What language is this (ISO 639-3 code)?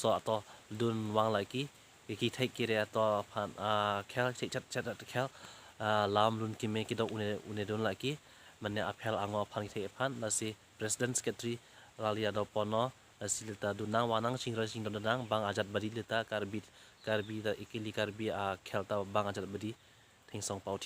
mjw